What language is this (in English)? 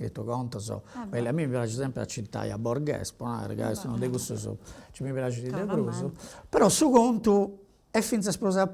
Sardinian